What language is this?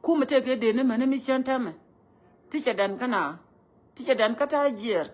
Nuer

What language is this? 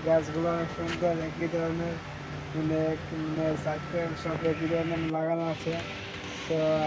Bangla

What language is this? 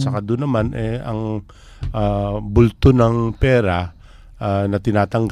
Filipino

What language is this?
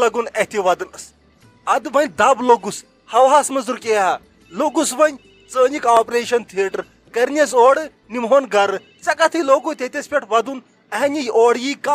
Kashmiri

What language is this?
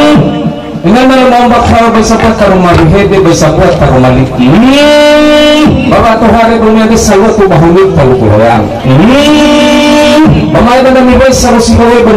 Nias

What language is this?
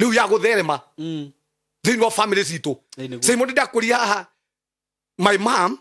Kikuyu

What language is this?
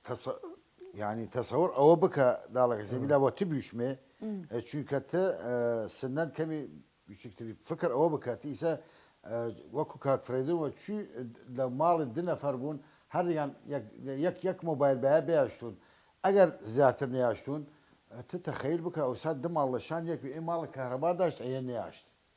Southern Kurdish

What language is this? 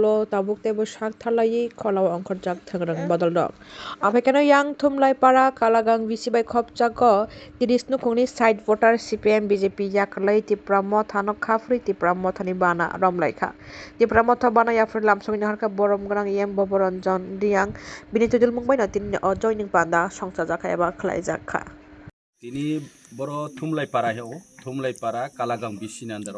Kok Borok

